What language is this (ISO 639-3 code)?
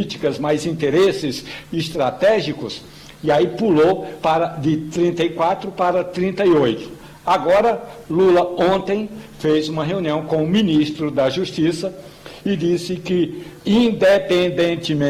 por